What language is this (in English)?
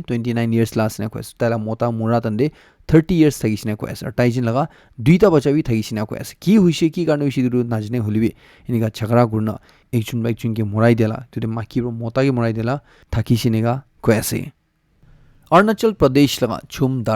Naga Pidgin